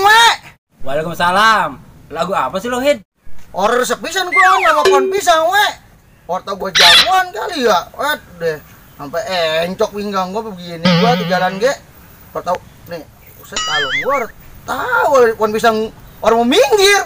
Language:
Betawi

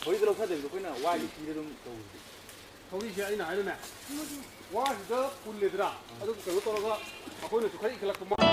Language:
Manipuri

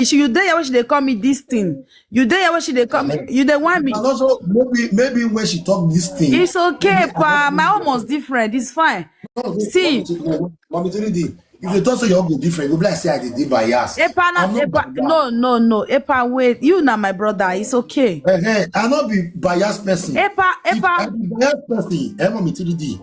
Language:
Nigerian Pidgin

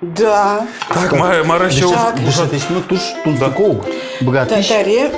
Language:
Udmurt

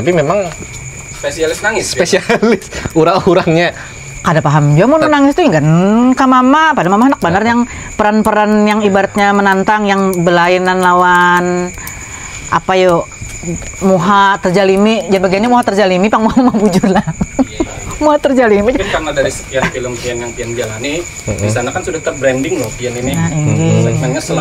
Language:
Banjar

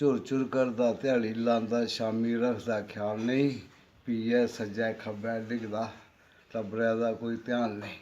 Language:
Dogri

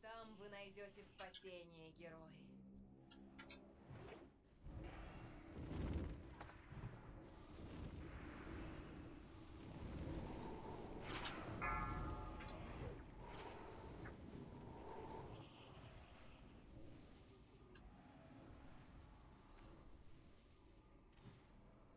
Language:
Russian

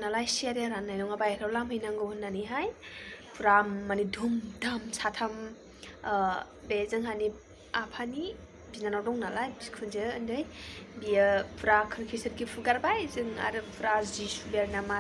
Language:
Bodo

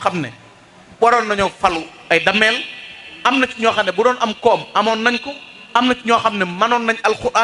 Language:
Wolof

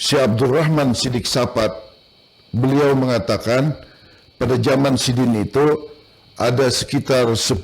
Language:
Banjar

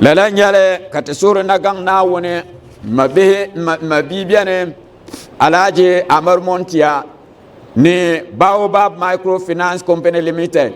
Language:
Dagbani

